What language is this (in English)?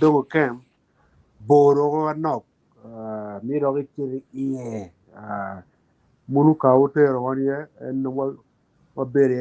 Acoli